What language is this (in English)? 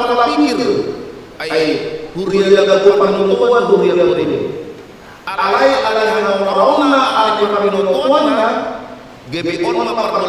Batak Toba